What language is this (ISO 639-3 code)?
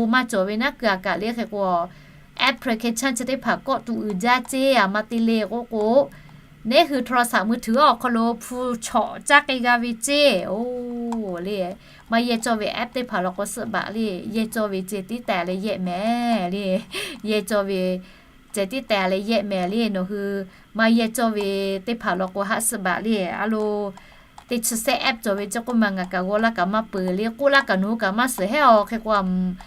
lhu